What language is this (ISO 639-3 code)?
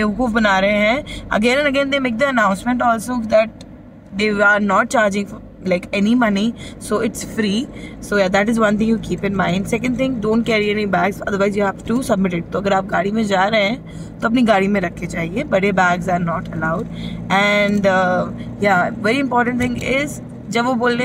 hin